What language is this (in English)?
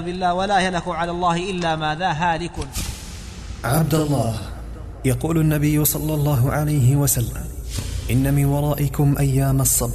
Arabic